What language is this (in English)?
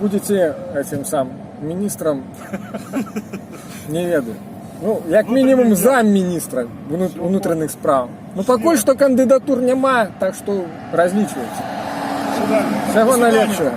Belarusian